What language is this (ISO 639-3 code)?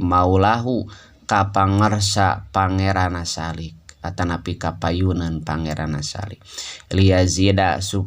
sun